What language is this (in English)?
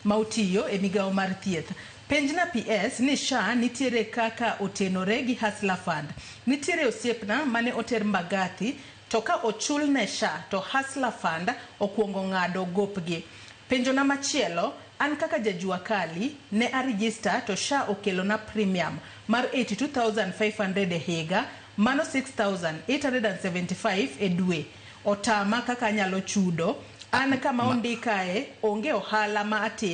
Luo (Kenya and Tanzania)